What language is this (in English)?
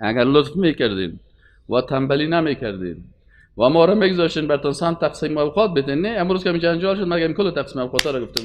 Persian